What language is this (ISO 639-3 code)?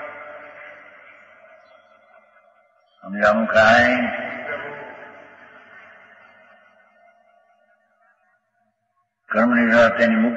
guj